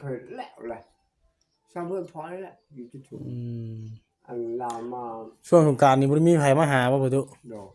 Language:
Northeastern Thai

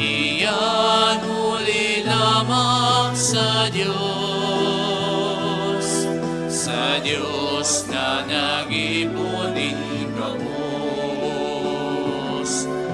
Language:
Bikol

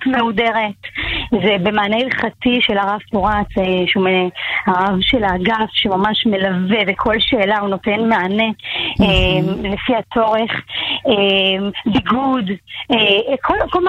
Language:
Hebrew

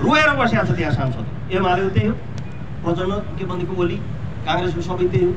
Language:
Nepali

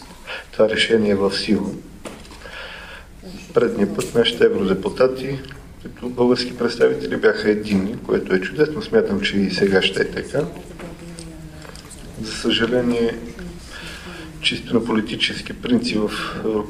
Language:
Bulgarian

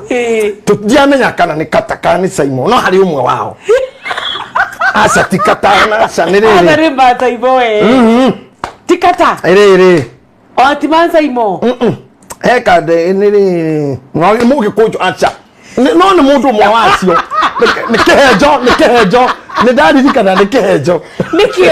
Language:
Kikuyu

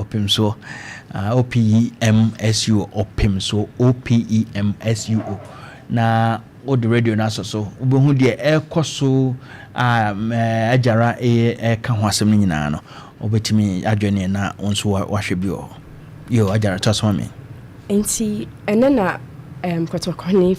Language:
Akan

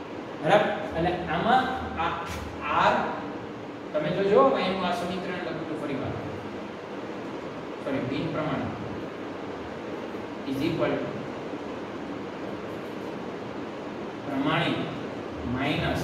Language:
Gujarati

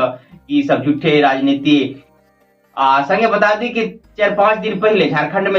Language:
Maithili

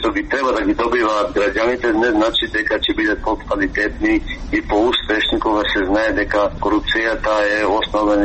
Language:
Macedonian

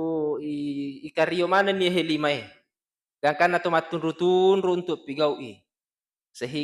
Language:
Buginese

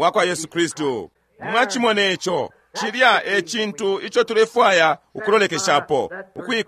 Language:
Bemba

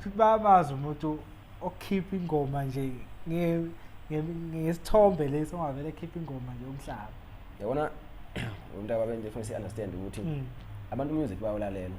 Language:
Zulu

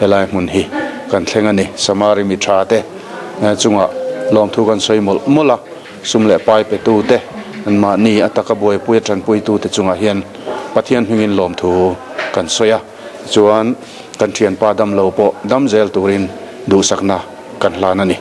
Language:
Mizo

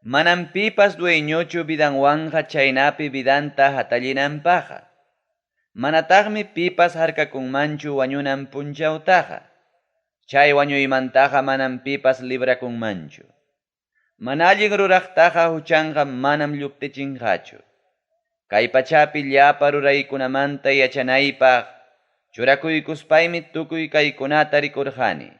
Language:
Ayacucho Quechua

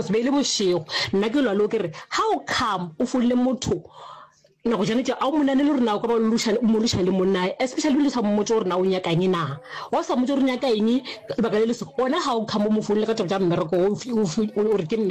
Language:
Northern Sotho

